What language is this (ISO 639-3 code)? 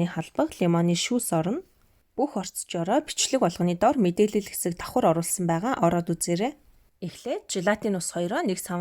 mon